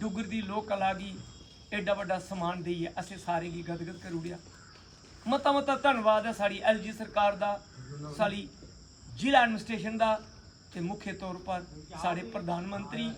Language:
Dogri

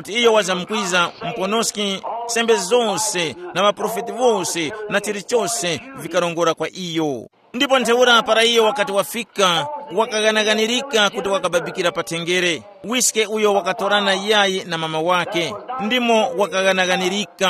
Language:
Tumbuka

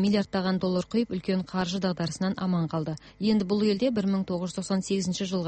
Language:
Kazakh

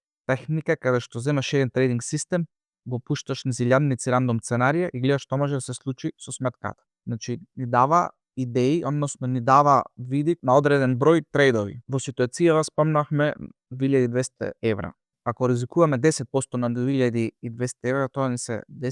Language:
Macedonian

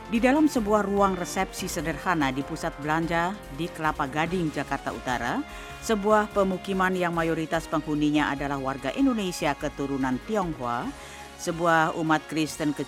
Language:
Indonesian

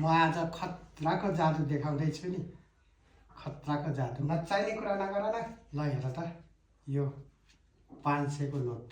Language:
Nepali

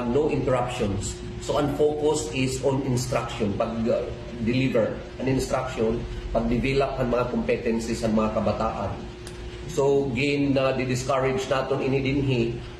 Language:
Waray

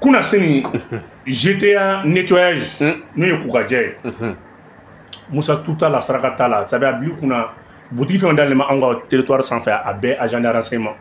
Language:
Bambara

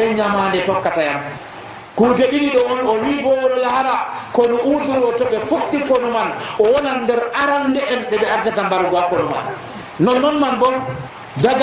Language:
Nigerian Fulfulde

